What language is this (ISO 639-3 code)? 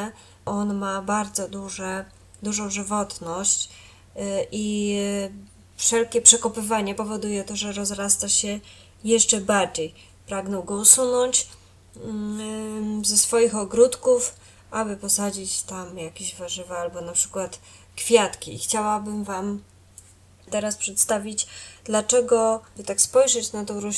pol